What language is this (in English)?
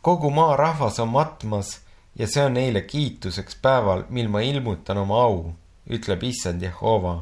Estonian